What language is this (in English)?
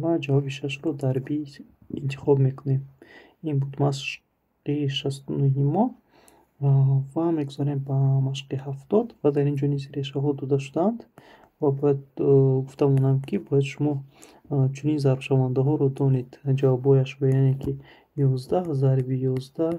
Tajik